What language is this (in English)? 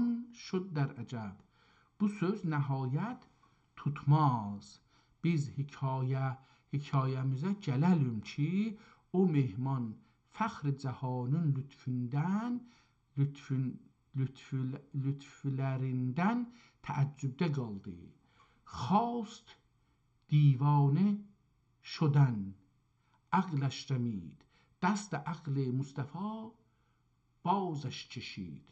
South Azerbaijani